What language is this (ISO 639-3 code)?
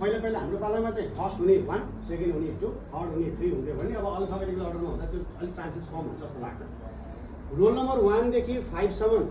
nep